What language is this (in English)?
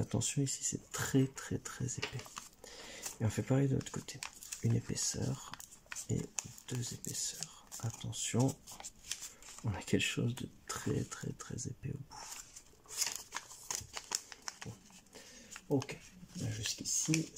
French